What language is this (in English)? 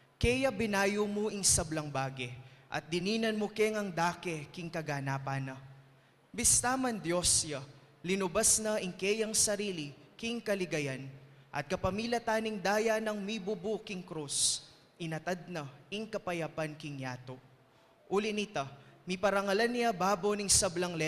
Pampanga